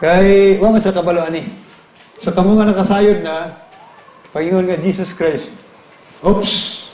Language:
Cebuano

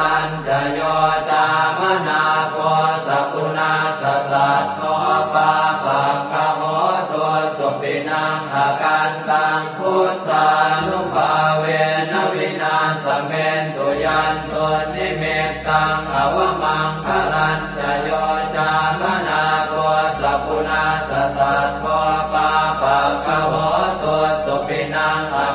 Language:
Pali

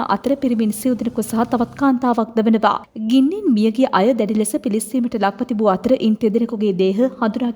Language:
Sinhala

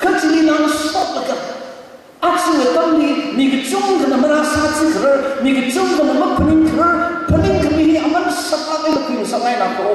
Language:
Tangkhul Naga (India)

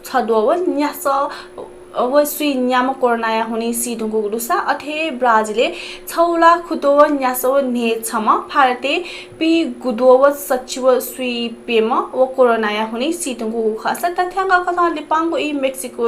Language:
Newari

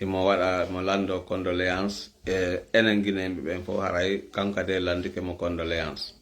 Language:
Pular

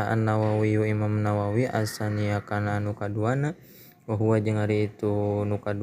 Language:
Sundanese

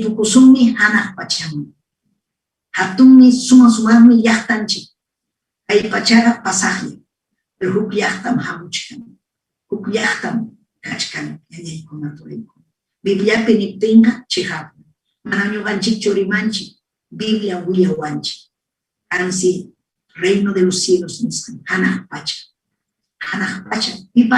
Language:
Ayacucho Quechua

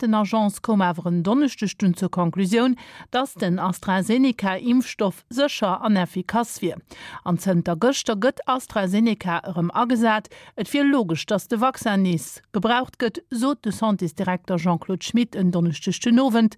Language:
Luxembourgish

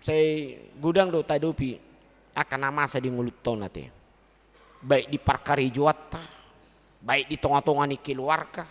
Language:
Batak Toba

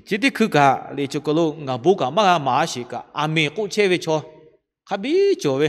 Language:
Lahu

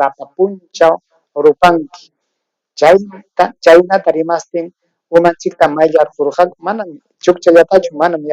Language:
Ayacucho Quechua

